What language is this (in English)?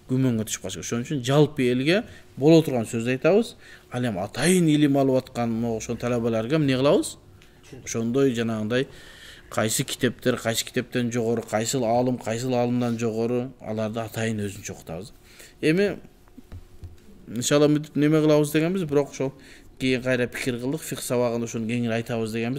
Kyrgyz